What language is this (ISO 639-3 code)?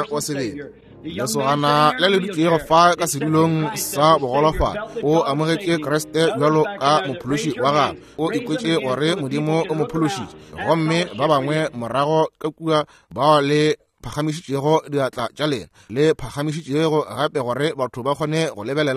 nso